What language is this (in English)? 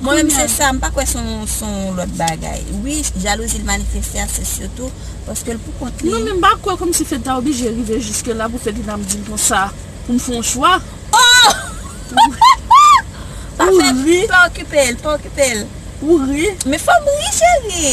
Haitian Creole